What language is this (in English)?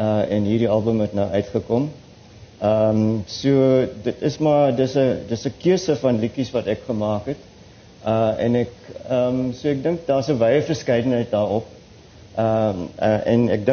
Afrikaans